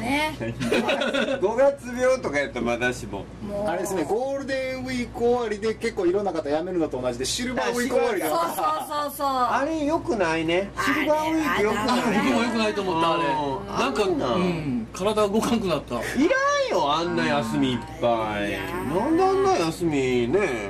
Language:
Japanese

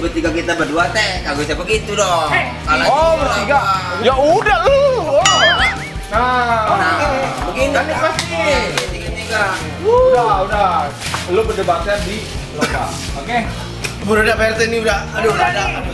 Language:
Betawi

